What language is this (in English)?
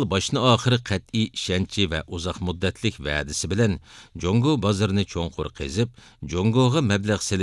Uyghur